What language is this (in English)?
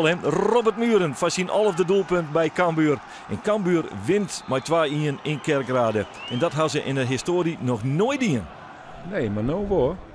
Western Frisian